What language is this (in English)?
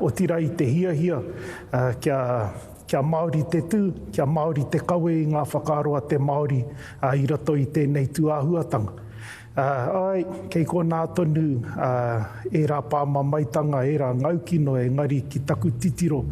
Māori